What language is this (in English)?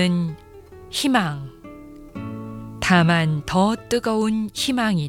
Korean